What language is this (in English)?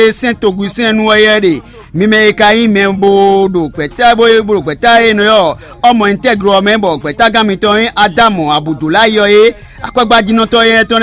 Fon